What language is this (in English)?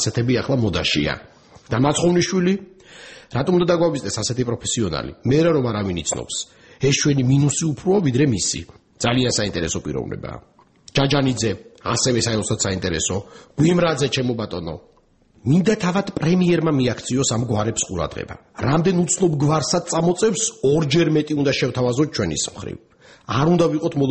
Georgian